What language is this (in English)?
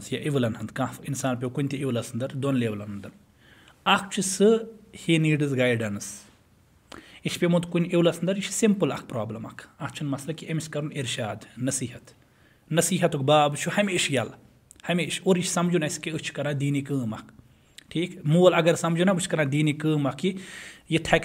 Kashmiri